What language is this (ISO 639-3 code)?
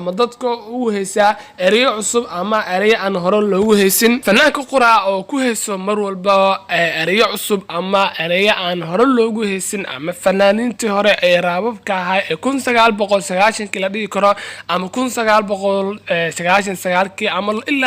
som